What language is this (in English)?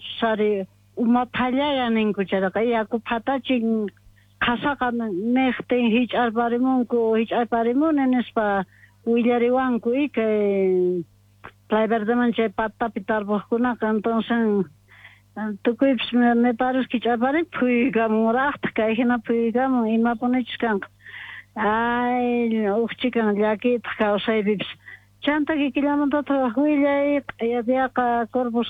Quechua